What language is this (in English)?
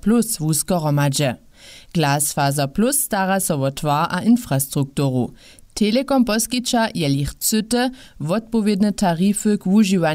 Upper Sorbian